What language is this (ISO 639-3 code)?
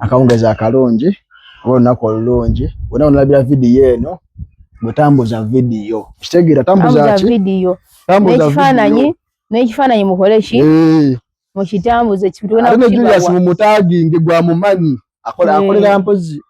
lug